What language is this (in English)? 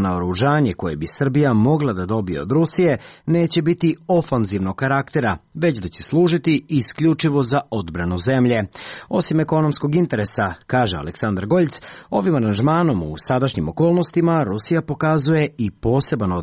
Serbian